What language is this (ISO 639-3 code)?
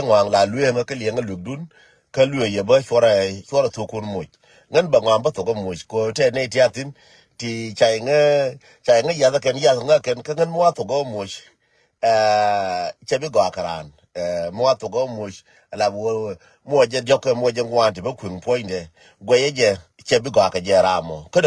nus